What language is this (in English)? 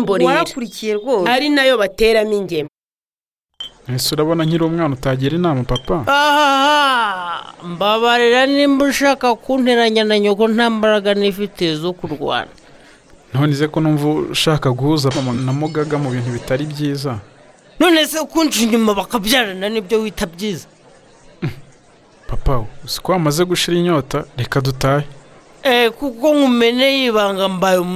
Kinyarwanda